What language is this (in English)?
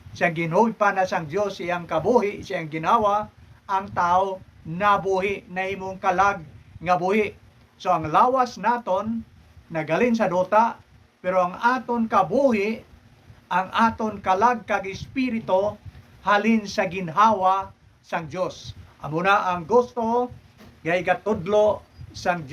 Hiligaynon